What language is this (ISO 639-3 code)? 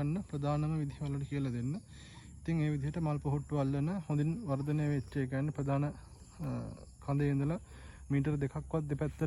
sin